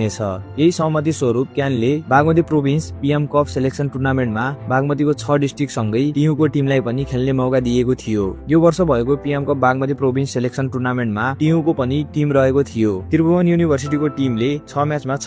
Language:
Nepali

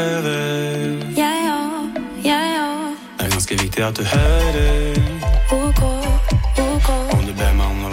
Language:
Norwegian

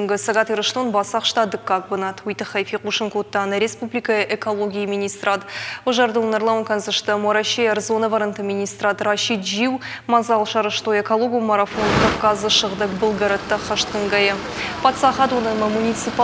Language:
Ossetic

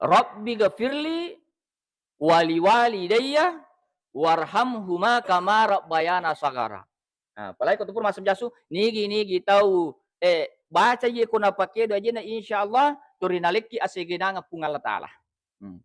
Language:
Buginese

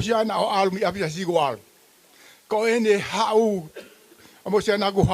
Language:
Tongan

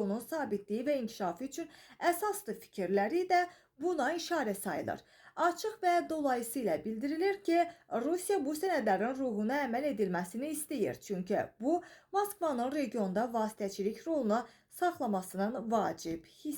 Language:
Azerbaijani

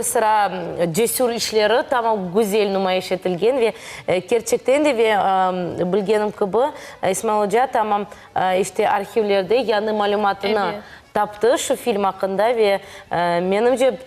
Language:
Crimean Tatar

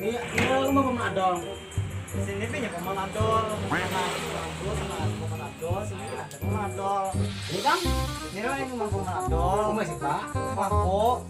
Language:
Banjar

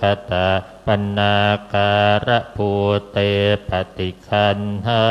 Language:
Pali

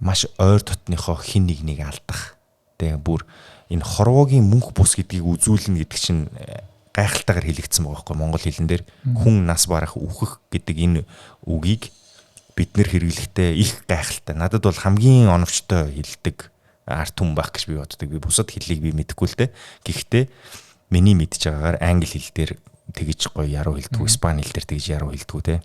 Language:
Mongolian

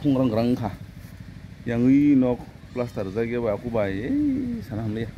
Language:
Kok Borok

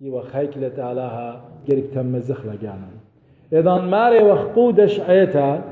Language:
Assyrian Neo-Aramaic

